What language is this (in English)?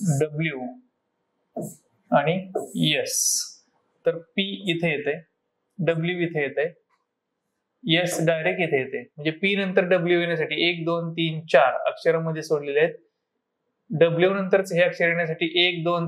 Marathi